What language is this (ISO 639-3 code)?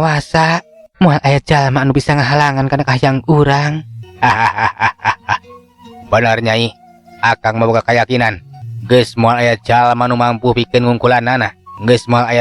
sun